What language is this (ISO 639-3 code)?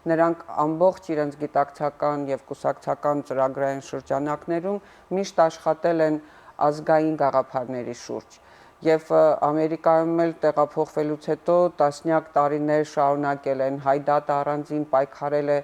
hyw